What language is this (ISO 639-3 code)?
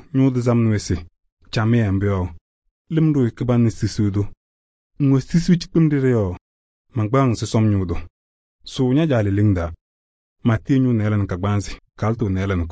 kbp